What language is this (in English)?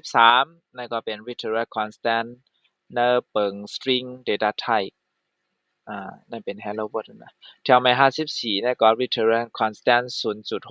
Shan